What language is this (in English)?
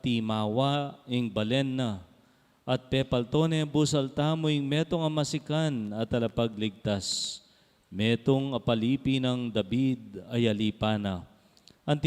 Pampanga